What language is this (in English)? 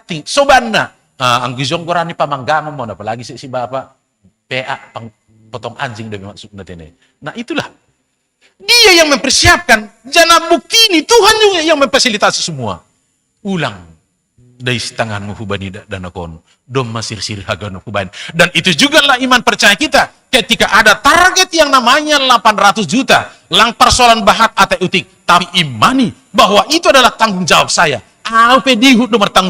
Batak Simalungun